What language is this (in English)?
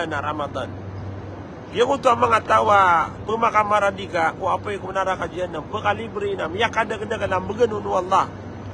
Maranao